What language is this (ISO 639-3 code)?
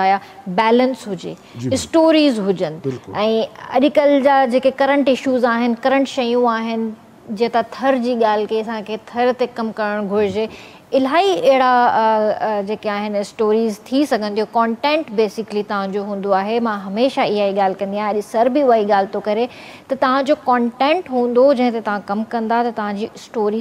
snd